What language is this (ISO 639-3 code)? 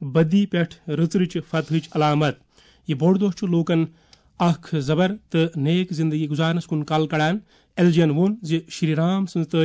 kas